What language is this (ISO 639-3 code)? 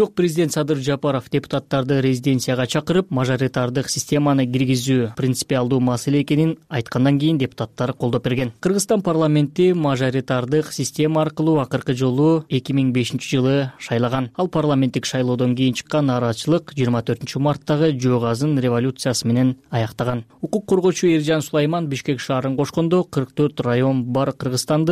kir